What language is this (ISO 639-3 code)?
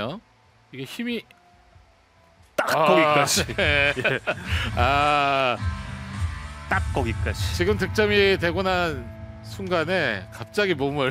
kor